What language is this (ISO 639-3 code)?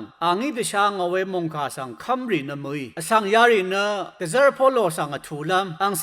raw